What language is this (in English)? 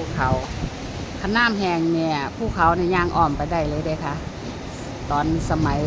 Northeastern Thai